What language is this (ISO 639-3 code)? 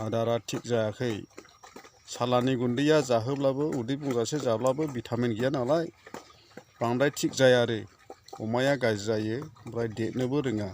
brx